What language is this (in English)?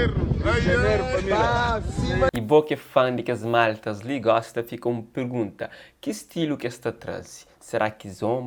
Kabuverdianu